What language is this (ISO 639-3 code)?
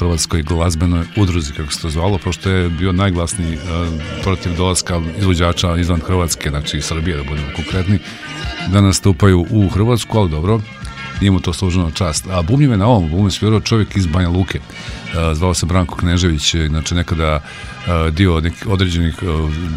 srp